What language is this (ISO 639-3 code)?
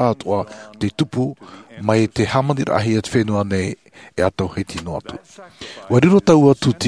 tah